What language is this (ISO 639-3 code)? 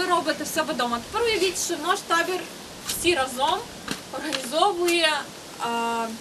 ukr